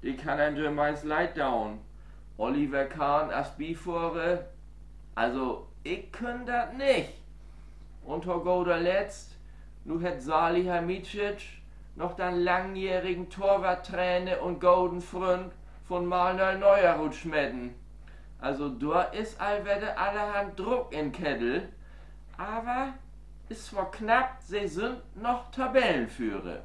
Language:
Low German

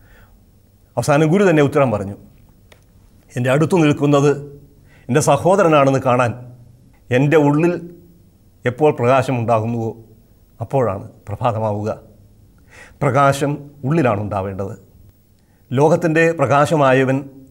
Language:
Malayalam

